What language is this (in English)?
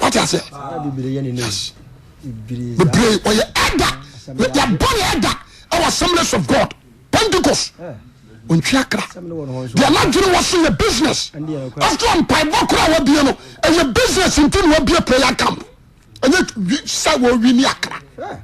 Akan